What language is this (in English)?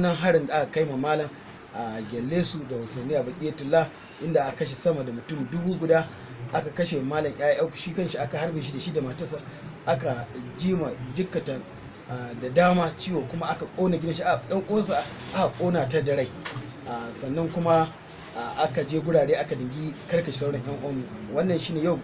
Hausa